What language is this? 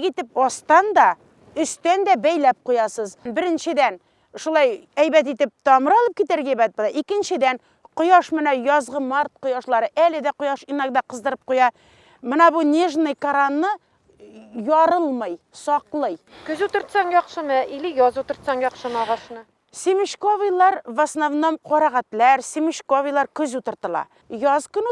Bashkir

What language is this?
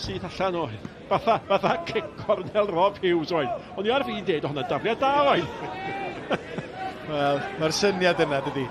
Welsh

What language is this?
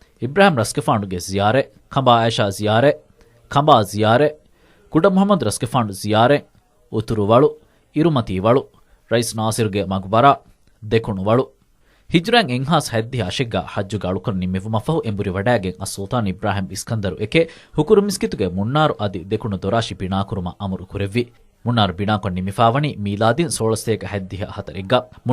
Divehi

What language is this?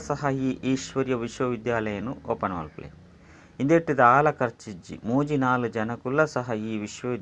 Tulu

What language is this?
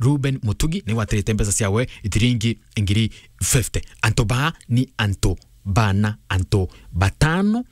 Meru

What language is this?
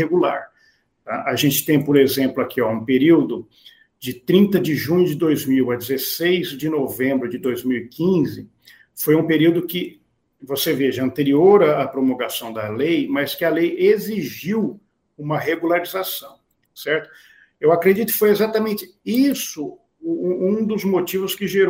Portuguese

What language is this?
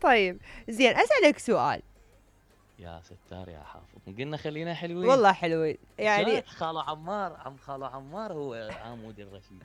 Mesopotamian Arabic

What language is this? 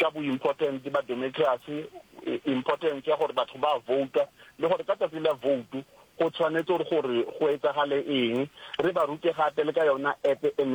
Northern Sotho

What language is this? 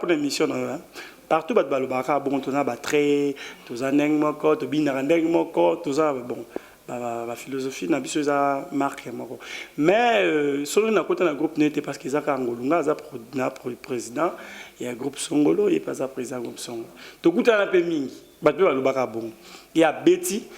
Lingala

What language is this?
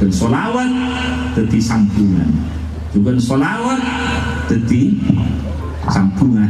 Madurese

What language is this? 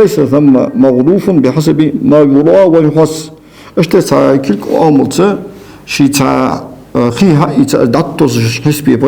Ingush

